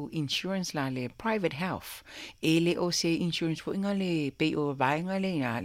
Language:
Samoan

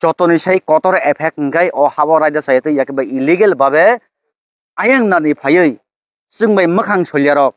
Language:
Kok Borok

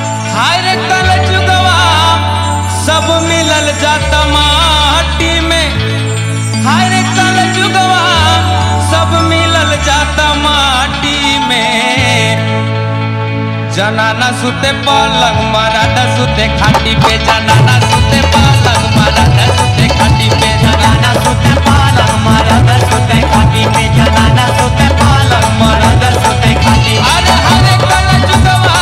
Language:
Bhojpuri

